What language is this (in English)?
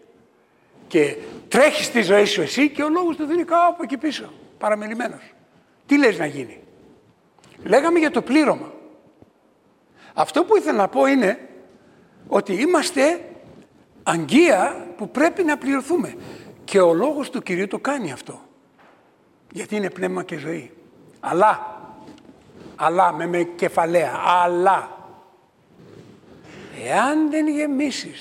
Greek